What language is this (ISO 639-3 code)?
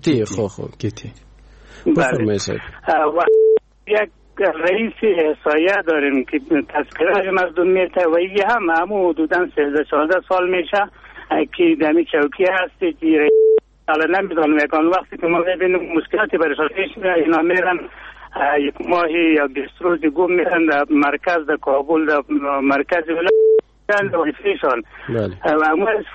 fas